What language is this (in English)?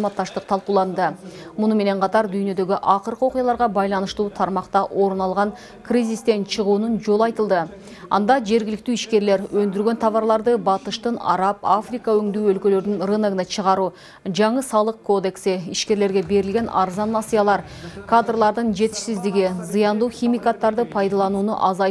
Kyrgyz